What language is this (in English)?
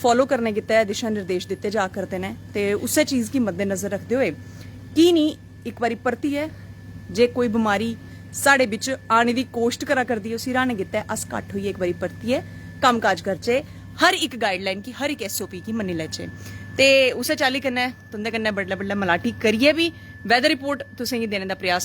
Dogri